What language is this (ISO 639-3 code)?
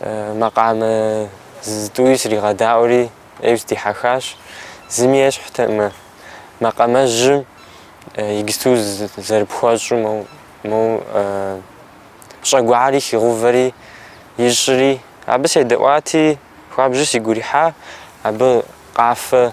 kbd